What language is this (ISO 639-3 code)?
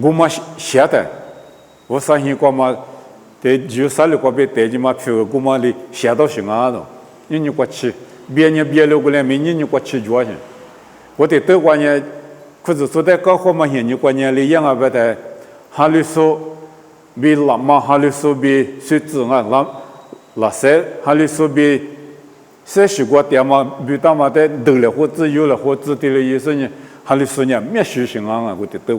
lis